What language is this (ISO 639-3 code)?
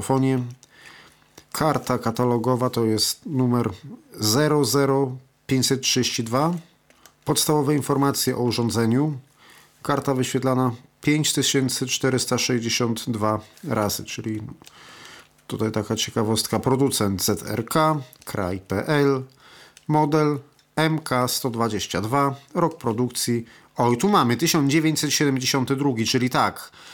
pol